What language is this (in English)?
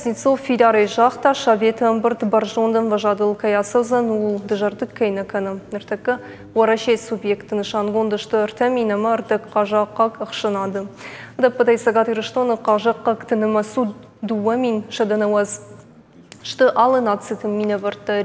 Ossetic